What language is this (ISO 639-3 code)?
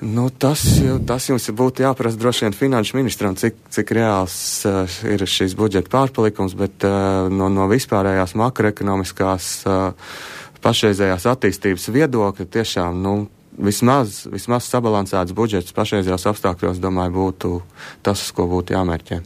lav